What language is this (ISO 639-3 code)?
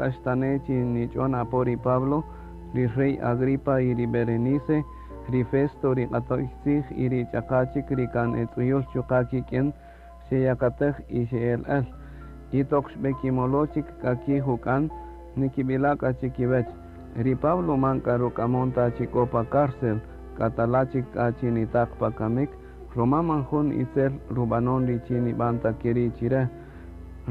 cak